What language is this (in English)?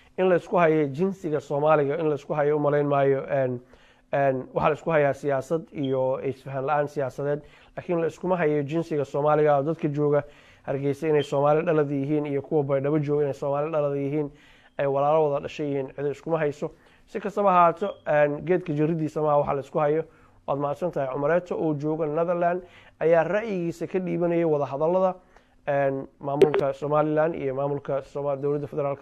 Somali